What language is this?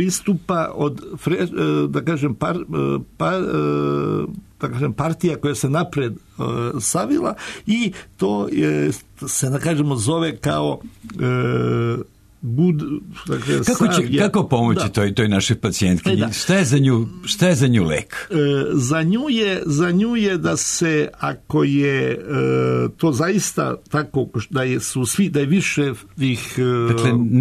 Serbian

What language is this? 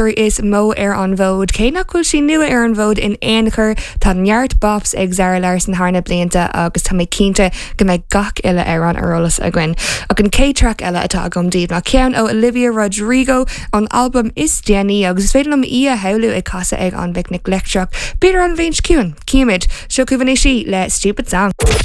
Irish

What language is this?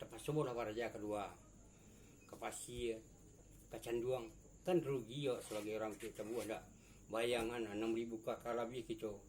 Minangkabau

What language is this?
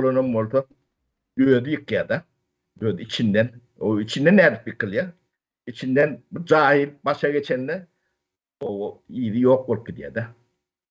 Turkmen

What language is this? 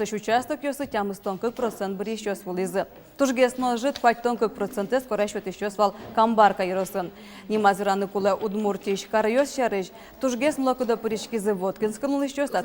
Udmurt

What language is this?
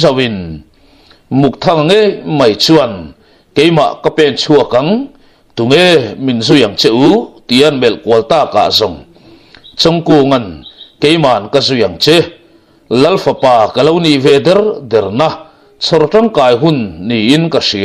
Mizo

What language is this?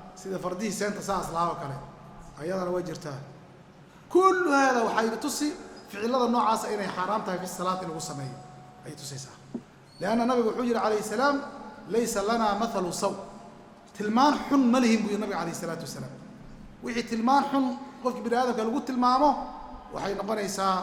Somali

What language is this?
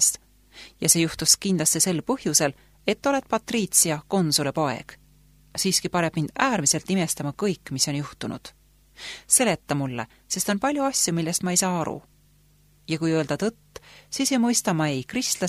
Estonian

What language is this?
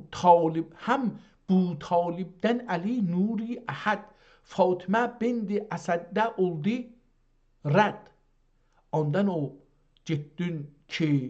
South Azerbaijani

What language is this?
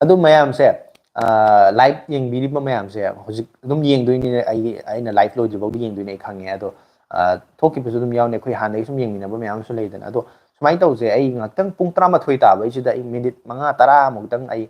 Manipuri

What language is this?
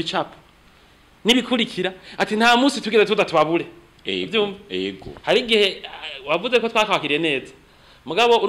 Rundi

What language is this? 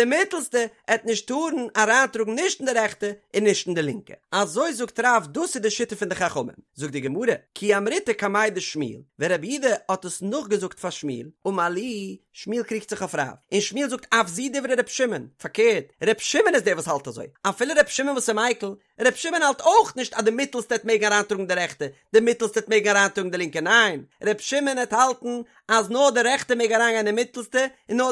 Yiddish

